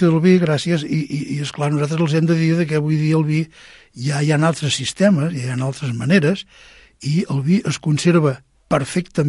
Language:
Catalan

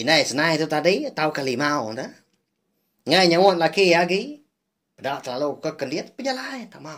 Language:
Iban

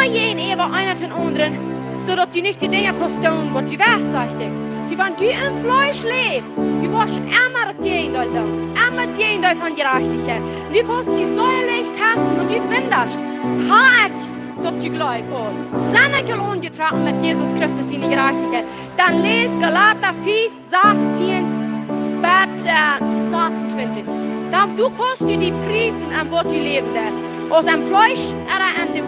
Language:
Plautdietsch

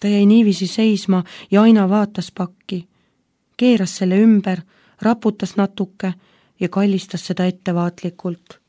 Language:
Estonian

